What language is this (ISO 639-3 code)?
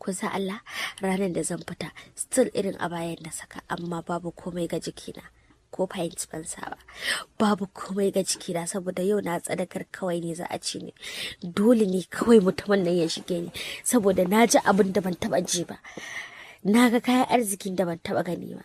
hau